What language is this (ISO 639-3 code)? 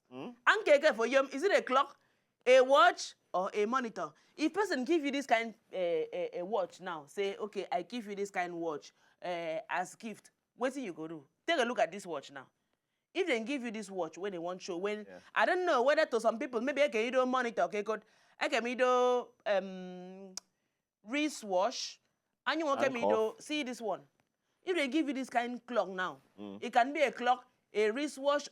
pcm